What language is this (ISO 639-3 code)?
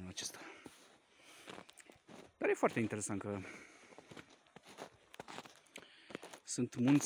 ron